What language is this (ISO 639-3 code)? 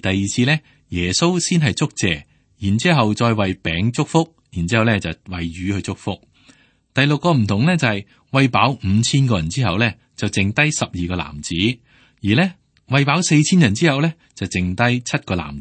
yue